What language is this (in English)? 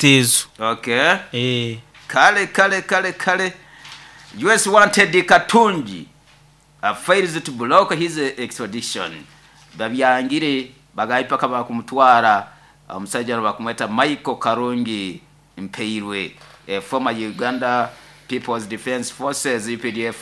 Nyoro